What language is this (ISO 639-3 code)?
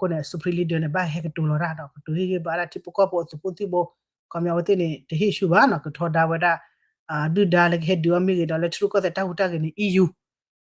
ksw